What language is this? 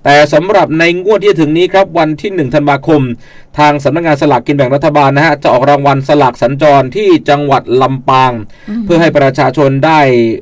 Thai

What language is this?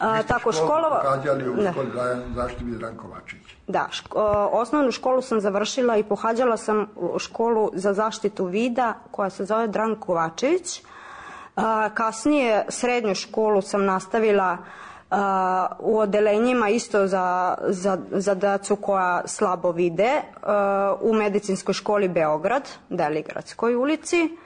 Serbian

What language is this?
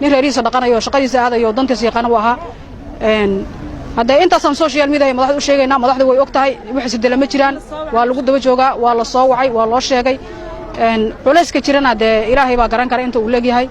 Somali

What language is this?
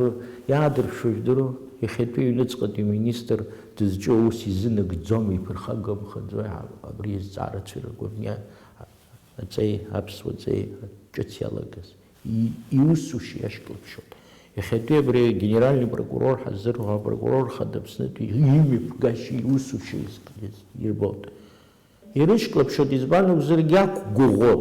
Abkhazian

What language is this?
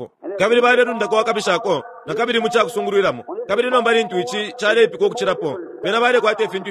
Bemba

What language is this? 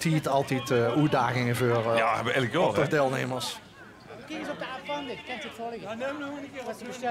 Limburgish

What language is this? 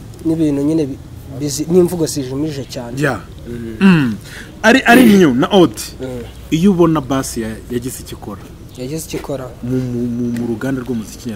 Kinyarwanda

